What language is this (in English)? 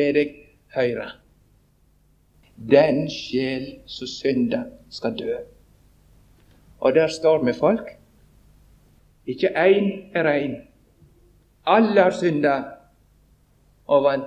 Norwegian